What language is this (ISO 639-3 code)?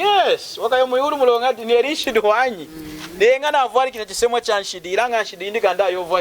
lun